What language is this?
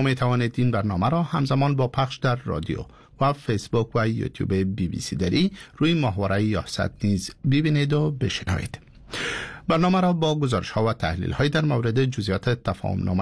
Persian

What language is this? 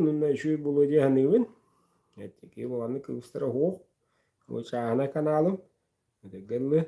Yakut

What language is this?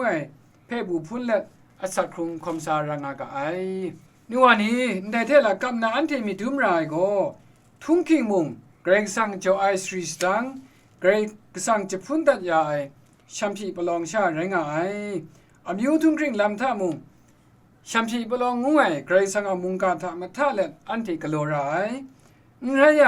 Kachin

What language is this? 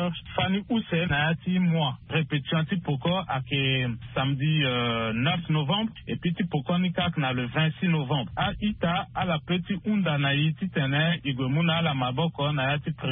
Sango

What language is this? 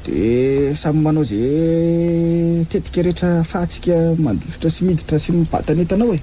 Malagasy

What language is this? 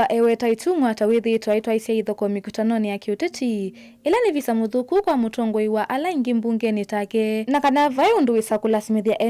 Kamba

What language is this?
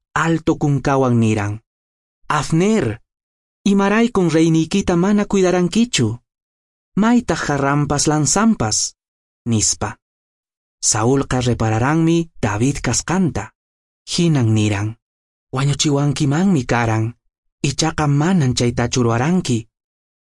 Quechua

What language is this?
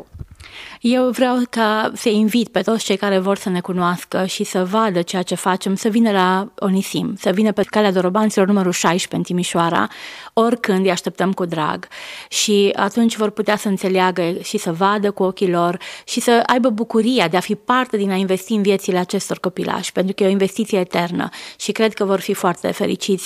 Romanian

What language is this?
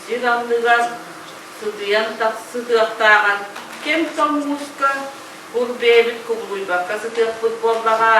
Yakut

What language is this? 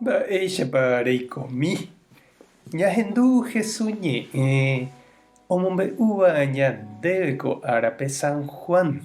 Guarani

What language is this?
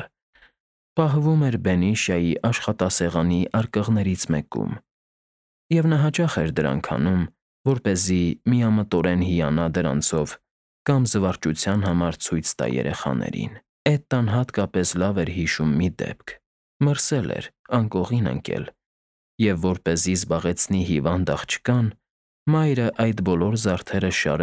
Armenian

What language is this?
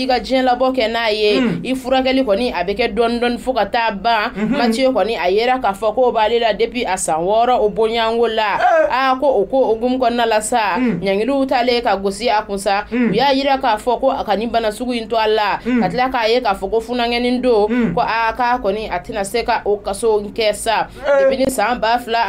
Bambara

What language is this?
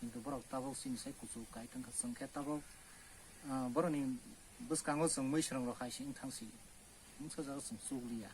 Kok Borok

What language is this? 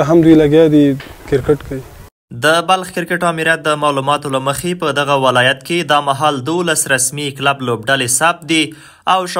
Pashto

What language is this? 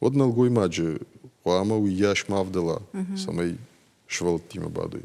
Ossetic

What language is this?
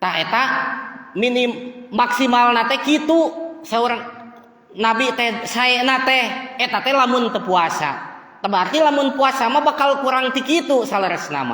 Sundanese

